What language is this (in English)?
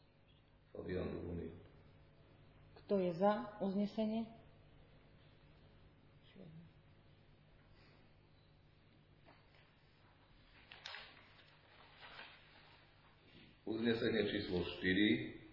Slovak